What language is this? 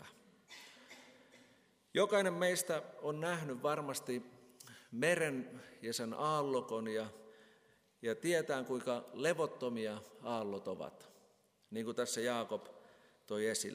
Finnish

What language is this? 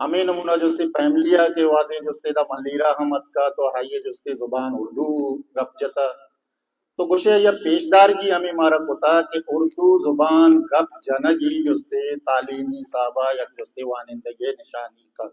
Baluchi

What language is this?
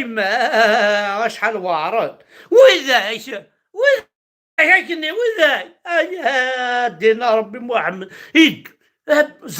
Kabyle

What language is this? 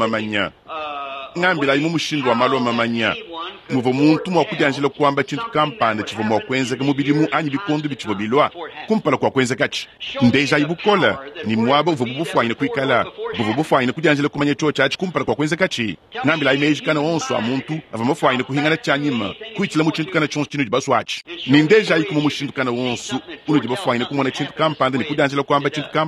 Luba-Lulua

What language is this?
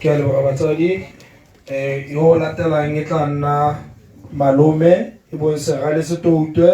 Tswana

